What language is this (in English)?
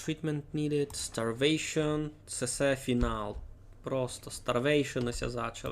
Rusyn